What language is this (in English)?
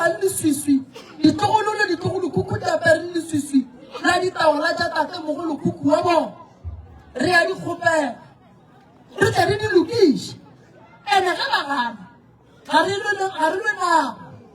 Northern Sotho